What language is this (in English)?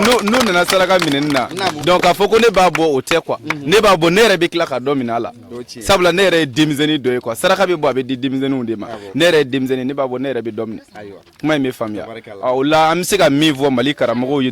Bambara